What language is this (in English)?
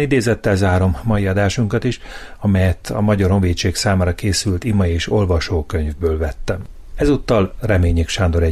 Hungarian